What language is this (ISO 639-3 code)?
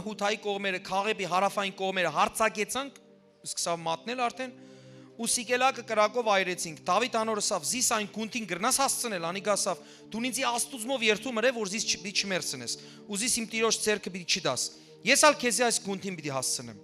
hyw